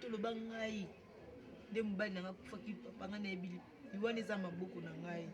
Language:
Lingala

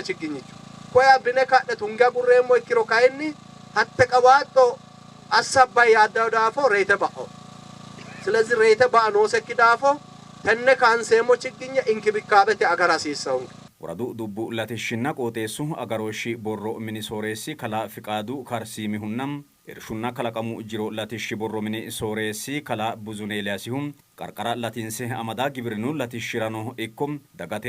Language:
Sidamo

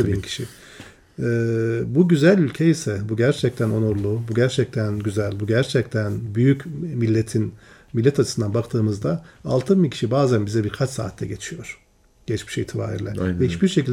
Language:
Turkish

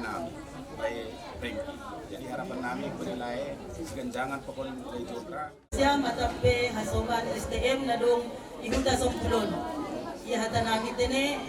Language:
Batak Simalungun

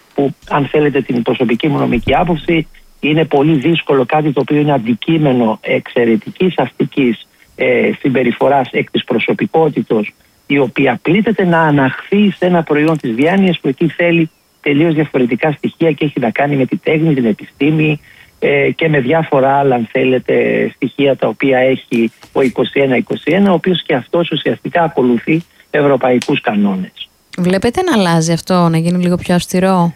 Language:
Greek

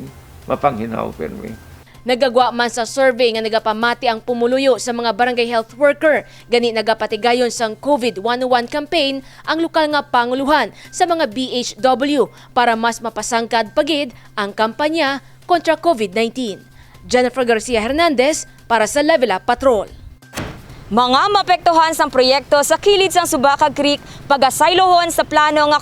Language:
Hiligaynon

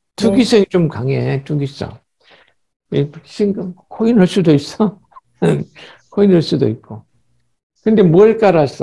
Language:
Korean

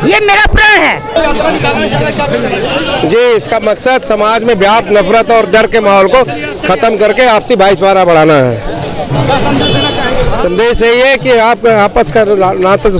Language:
Hindi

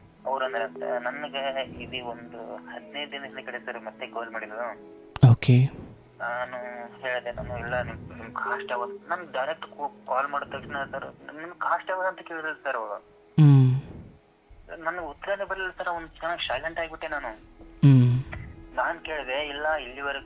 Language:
Kannada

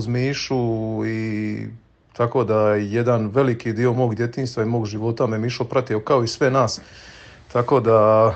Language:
Serbian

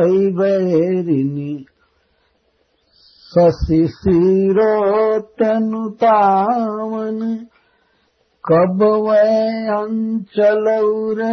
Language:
Hindi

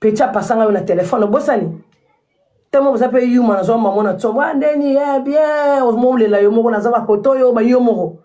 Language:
Lingala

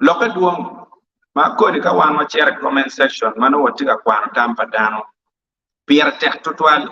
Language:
Acoli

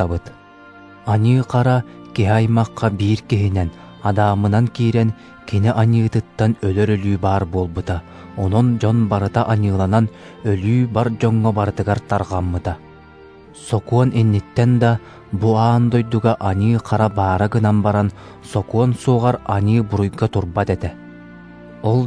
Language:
Yakut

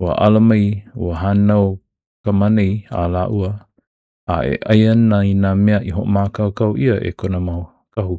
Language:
Hawaiian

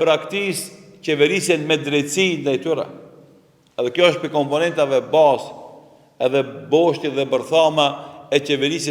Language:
Albanian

